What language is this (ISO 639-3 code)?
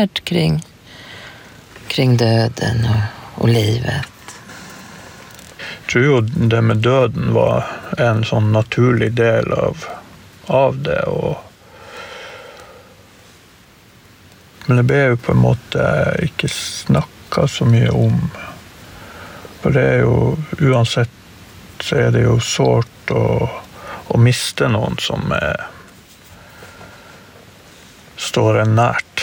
nor